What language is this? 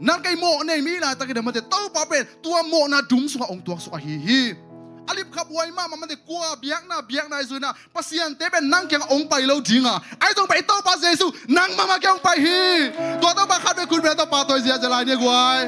Tedim Chin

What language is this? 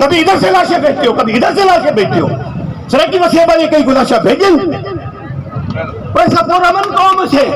Saraiki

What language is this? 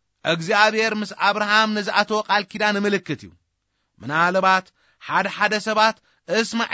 Tigrinya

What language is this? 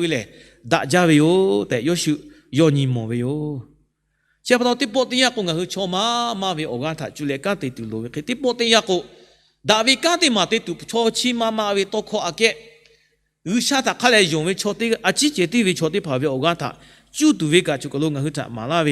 Lahu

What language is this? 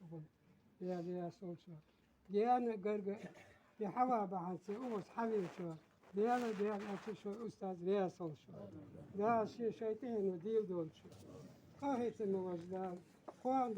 Ingush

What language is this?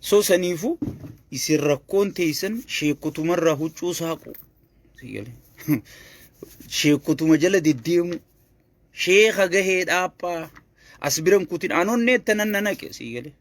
Oromo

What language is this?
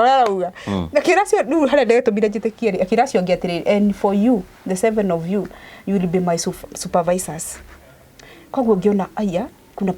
Kikuyu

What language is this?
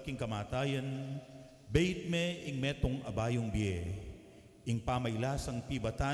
Pampanga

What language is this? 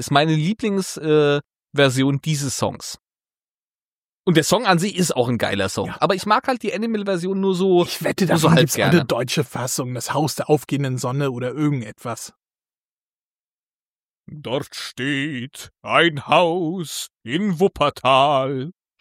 German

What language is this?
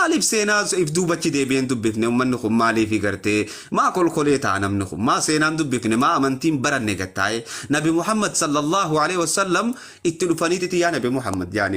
Oromo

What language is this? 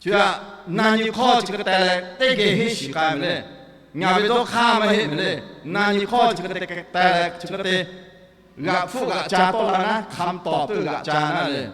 Lahu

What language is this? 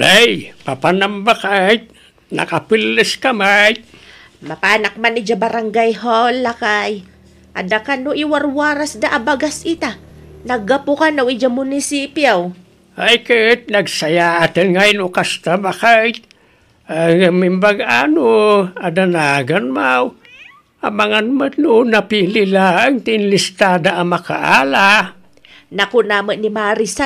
Iloko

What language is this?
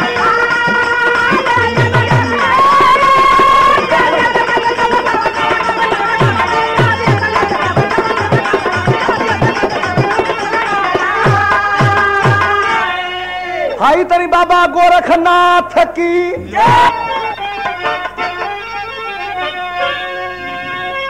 Bhojpuri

